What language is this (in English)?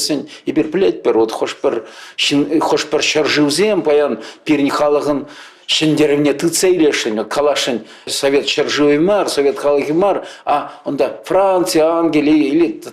Chuvash